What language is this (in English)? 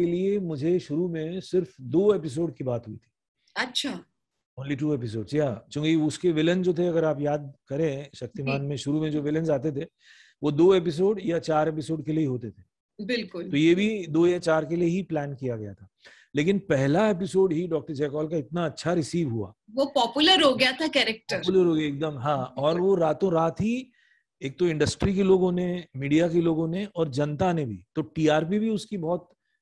Hindi